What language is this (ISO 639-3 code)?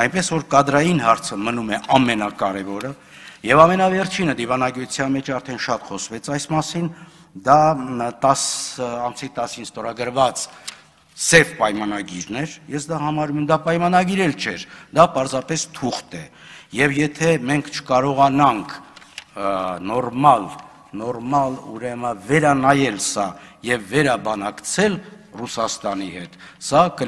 hye